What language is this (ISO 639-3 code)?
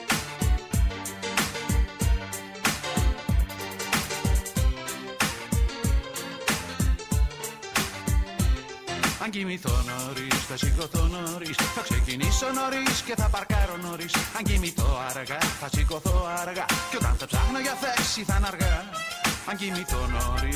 ell